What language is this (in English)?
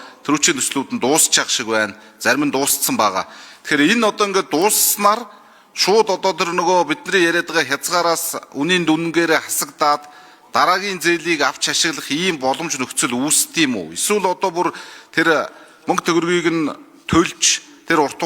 Mongolian